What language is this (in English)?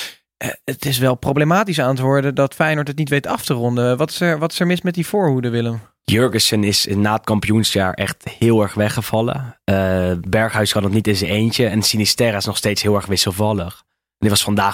Dutch